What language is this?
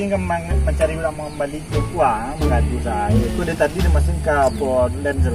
Minangkabau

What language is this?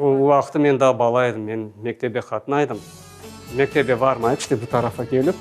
Crimean Tatar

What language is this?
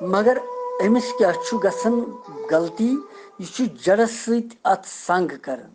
Kashmiri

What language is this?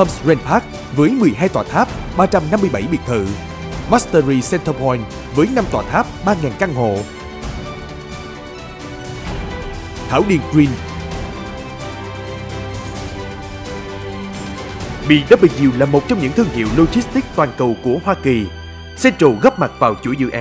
Vietnamese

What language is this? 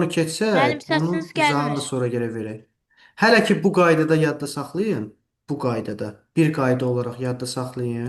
Azerbaijani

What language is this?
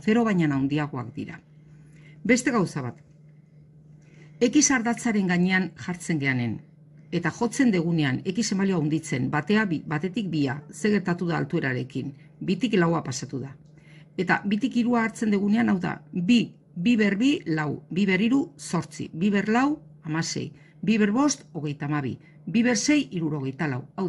Basque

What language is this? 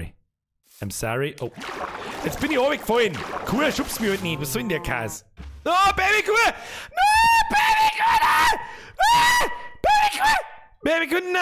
Bavarian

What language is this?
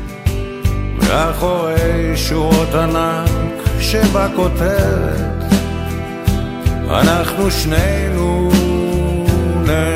Hebrew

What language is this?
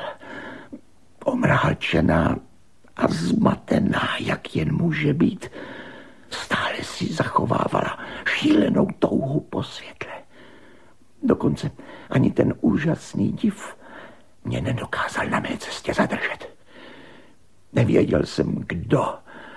Czech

